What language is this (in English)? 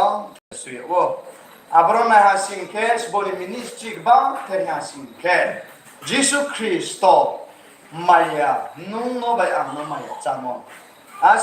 Riang (India)